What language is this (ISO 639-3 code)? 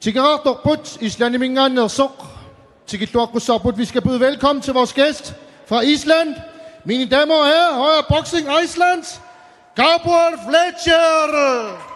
kal